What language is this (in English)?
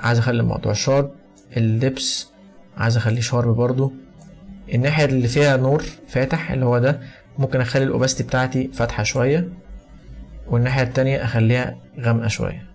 Egyptian Arabic